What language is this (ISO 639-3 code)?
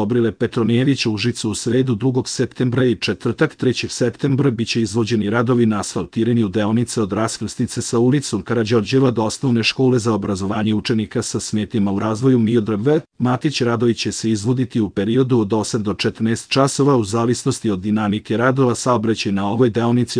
srp